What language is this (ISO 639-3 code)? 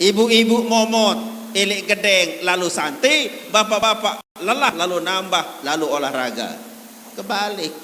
sas